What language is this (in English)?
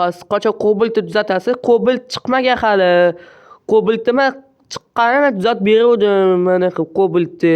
Uzbek